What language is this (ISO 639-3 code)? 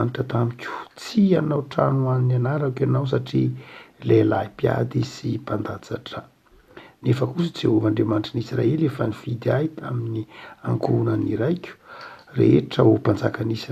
mlg